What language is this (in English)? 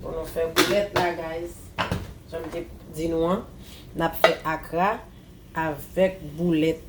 Haitian Creole